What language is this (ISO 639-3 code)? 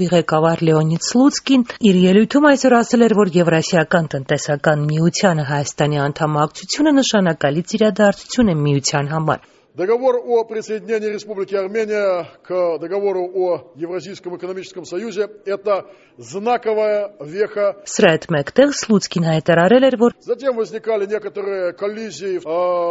hye